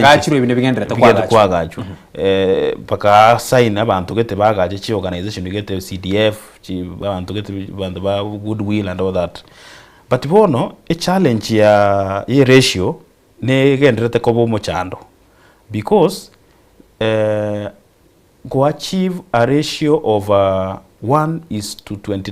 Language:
Gusii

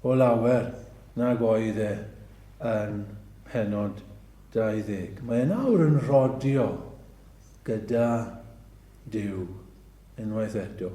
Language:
Welsh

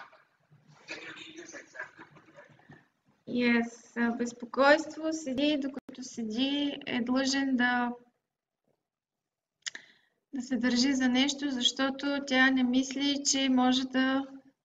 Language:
Bulgarian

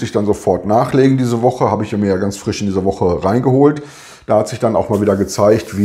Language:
German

